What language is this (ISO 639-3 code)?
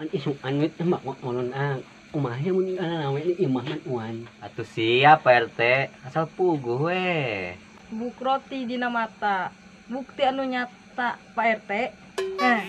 sun